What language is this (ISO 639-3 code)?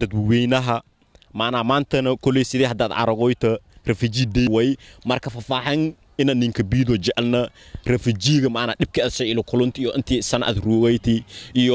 som